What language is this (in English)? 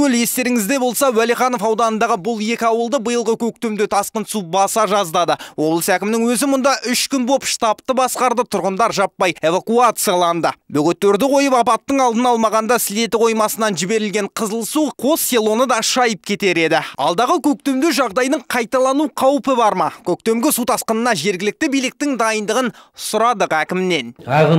Kazakh